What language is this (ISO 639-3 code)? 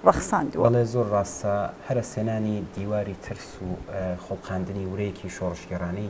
ckb